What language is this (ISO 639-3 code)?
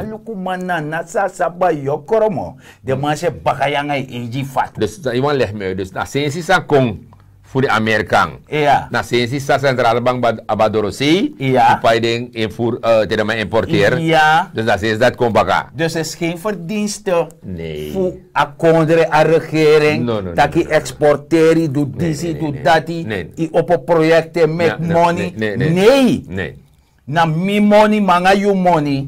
srn